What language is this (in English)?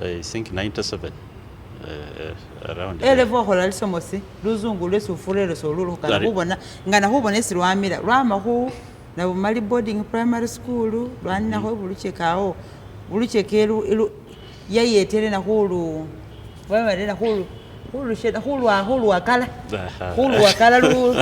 Masaaba